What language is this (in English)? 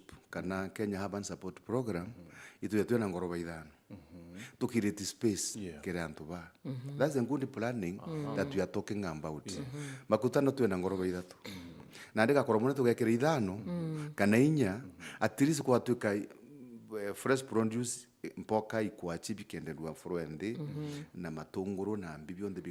Meru